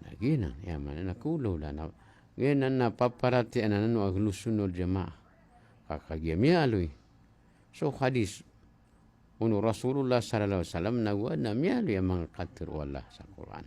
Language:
Maranao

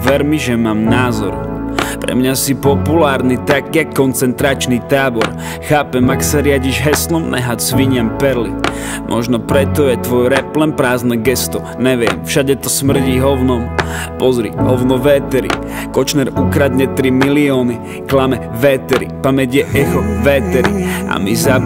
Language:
Slovak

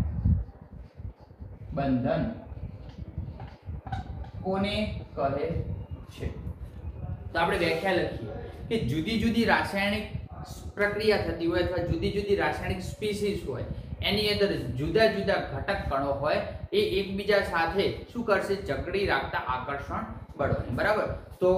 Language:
Gujarati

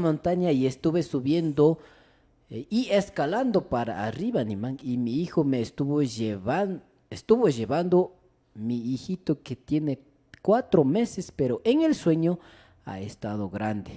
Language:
Imbabura Highland Quichua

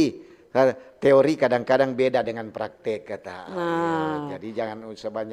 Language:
Manado Malay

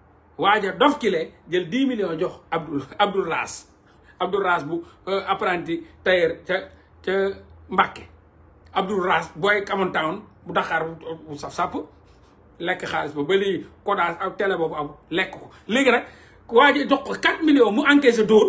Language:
Wolof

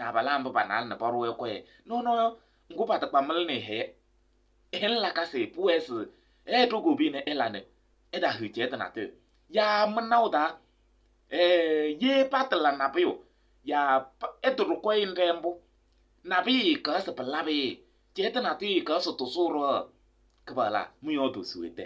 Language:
Kabiyè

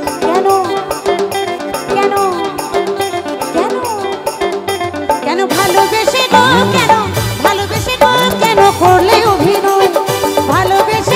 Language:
Bangla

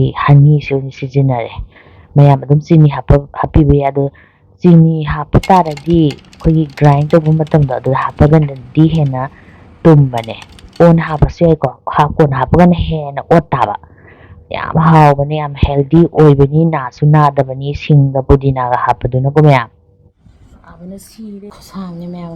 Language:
Manipuri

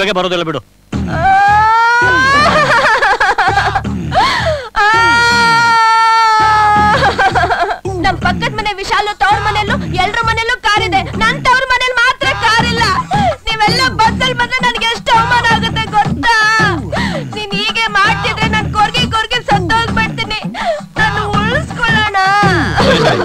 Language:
Kannada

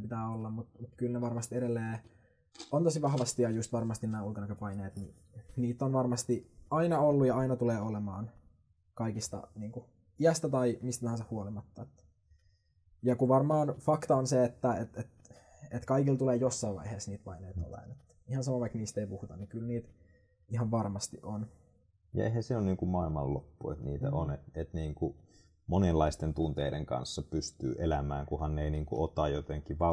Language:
Finnish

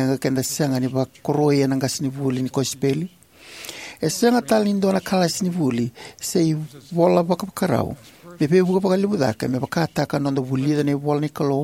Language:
Fijian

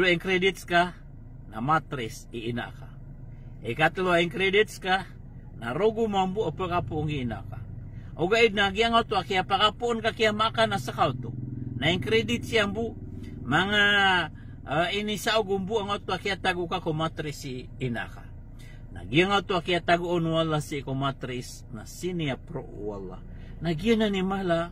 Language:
Maranao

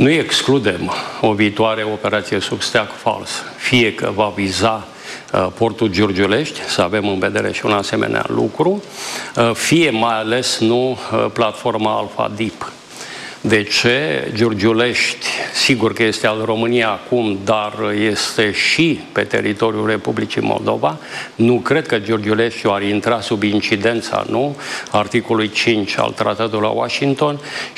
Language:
Romanian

